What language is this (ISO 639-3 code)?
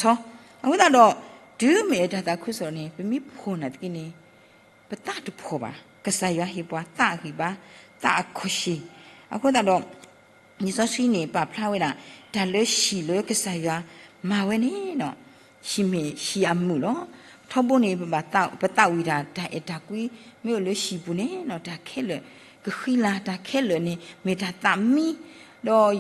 ksw